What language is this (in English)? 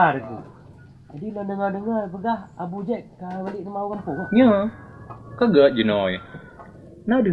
Achinese